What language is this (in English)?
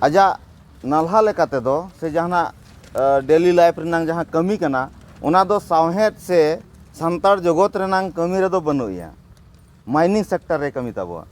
Santali